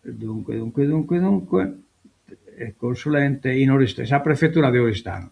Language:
Sardinian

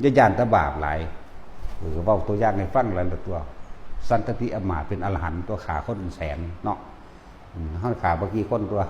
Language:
Northeastern Thai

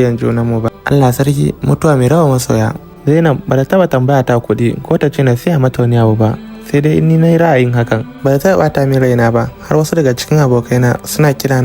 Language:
Hausa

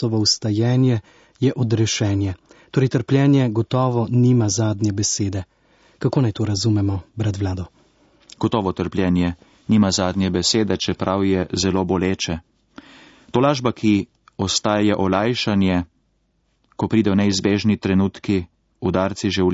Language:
Slovenian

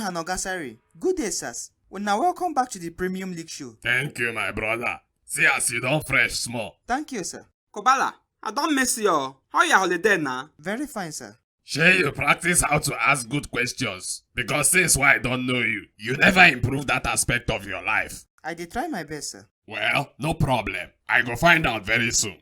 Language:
Nigerian Pidgin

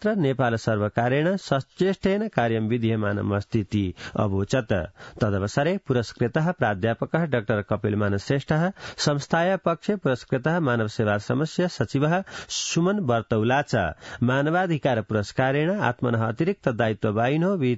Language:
Sanskrit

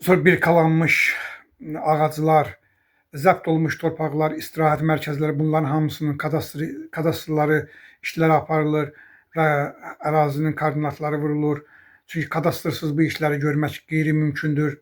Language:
Azerbaijani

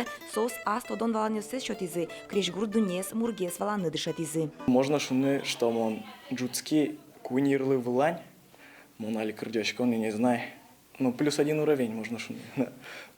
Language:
Udmurt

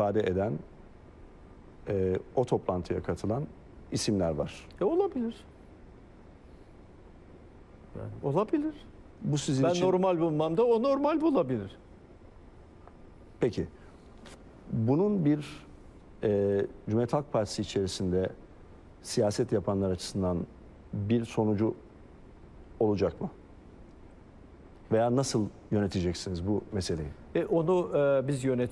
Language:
Turkish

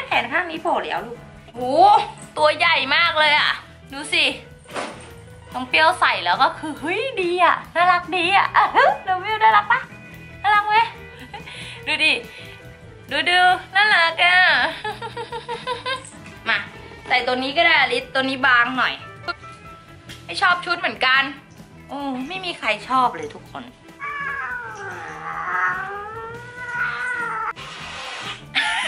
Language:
Thai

